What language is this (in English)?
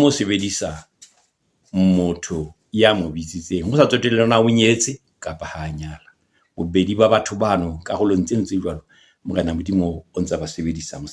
Southern Sotho